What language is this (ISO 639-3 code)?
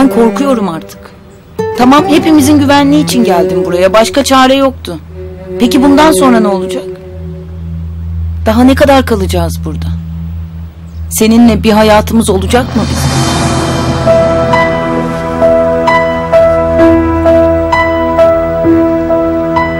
tur